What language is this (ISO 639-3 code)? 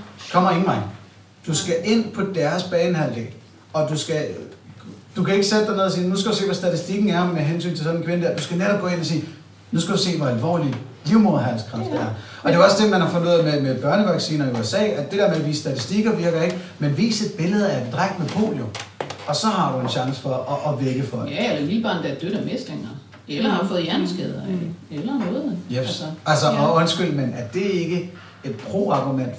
dan